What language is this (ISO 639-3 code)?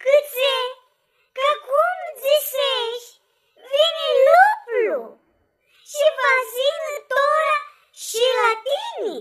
rup